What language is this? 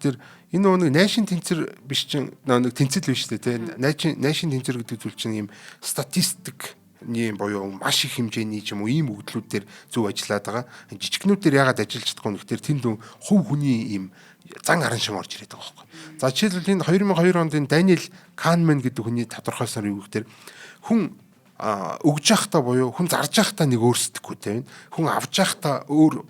Mongolian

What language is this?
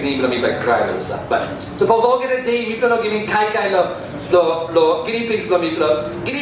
Tok Pisin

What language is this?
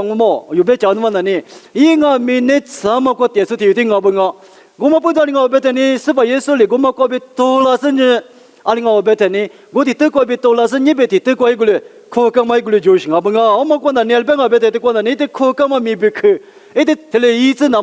Lisu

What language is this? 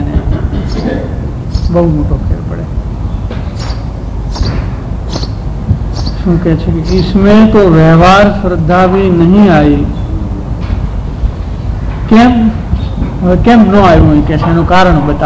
Gujarati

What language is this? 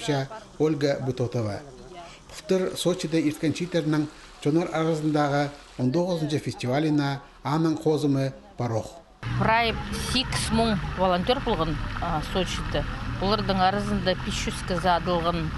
Khakas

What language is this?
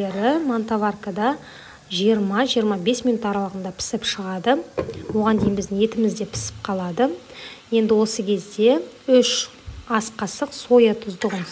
Kazakh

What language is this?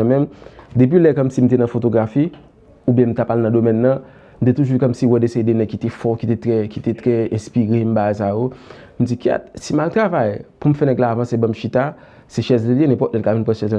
Haitian Creole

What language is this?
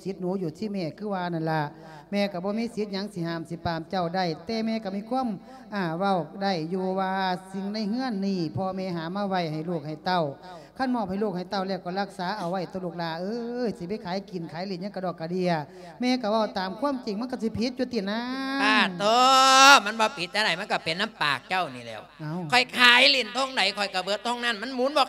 Lao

